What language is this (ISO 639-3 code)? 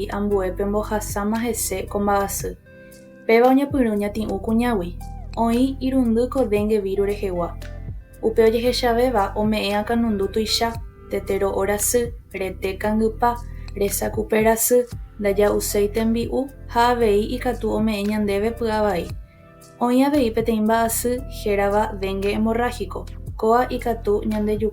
grn